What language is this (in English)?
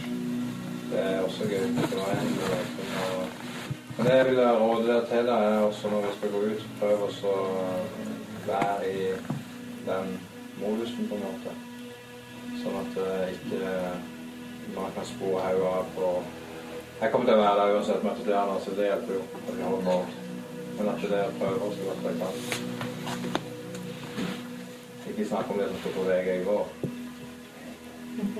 Norwegian